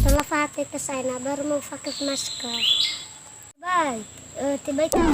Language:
Nias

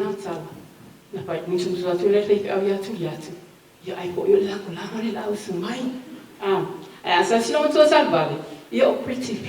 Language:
Samoan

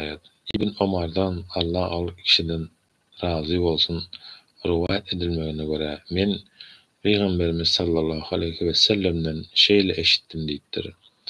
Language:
Turkmen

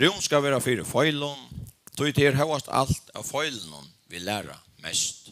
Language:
Faroese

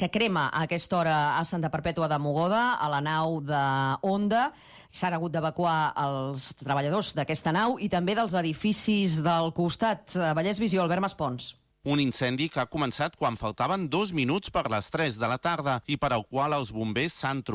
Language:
Catalan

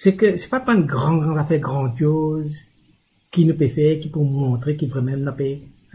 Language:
Morisyen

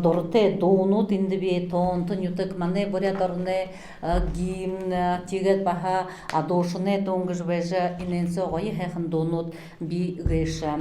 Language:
Buriat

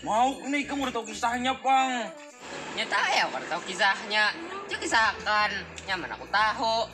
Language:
Banjar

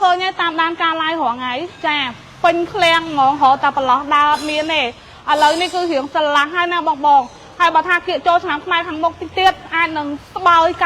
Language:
Khmer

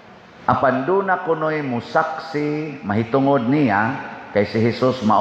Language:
Cebuano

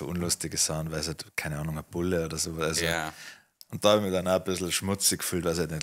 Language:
Bavarian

